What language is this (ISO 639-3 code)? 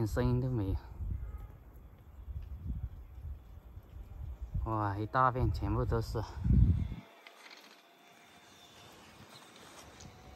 zho